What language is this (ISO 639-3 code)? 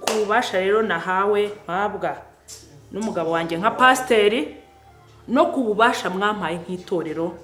kin